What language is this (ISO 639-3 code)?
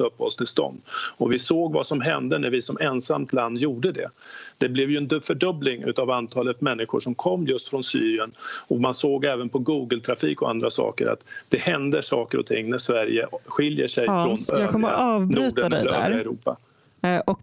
swe